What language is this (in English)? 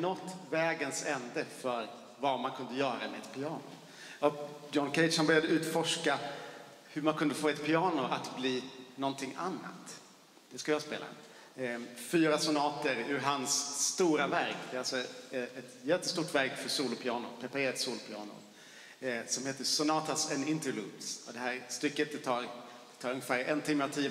Swedish